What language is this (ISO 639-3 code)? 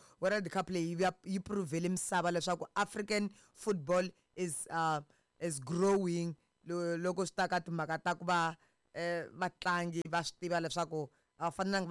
tso